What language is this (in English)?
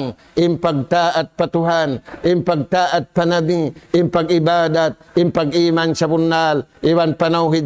Tausug